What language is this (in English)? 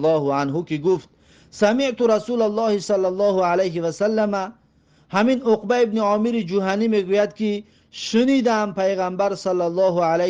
Tajik